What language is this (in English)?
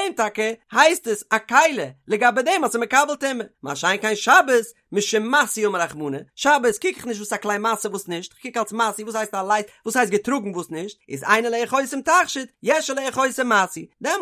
Yiddish